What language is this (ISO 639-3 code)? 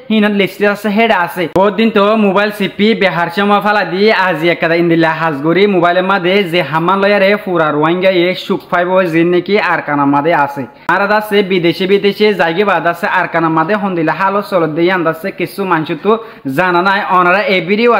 rhg